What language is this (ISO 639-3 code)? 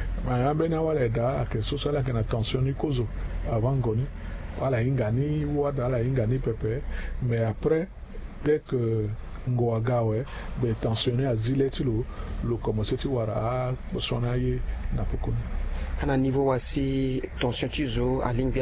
sag